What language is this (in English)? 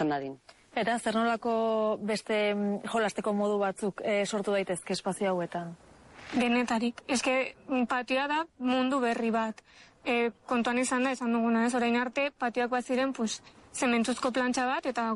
Basque